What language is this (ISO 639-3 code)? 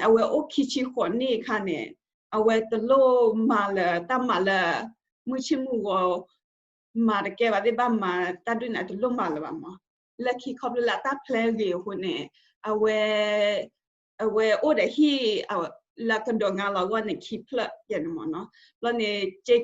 ksw